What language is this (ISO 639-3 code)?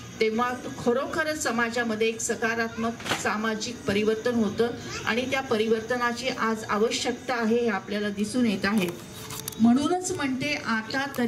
mar